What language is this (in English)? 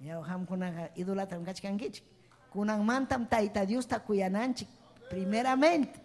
Ayacucho Quechua